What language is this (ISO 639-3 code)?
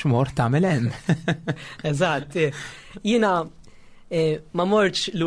mlt